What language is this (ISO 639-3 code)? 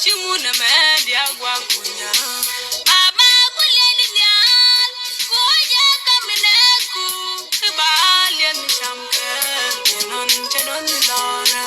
nus